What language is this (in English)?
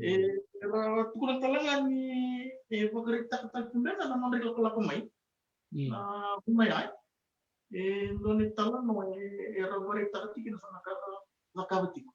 Fijian